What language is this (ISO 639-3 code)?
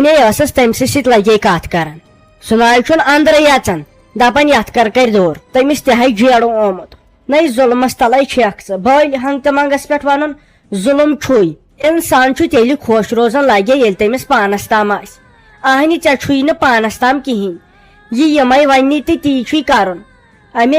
kas